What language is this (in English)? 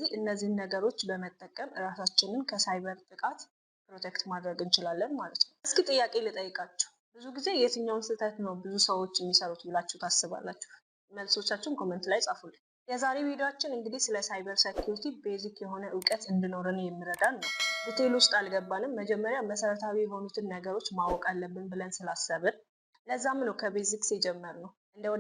Amharic